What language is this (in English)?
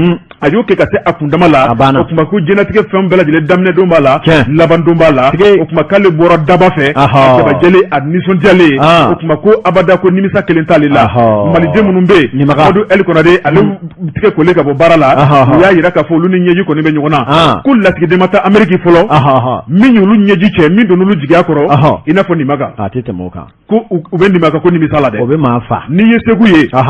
Bambara